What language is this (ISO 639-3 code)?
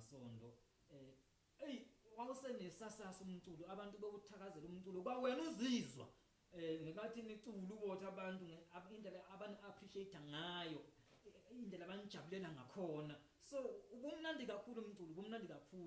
zul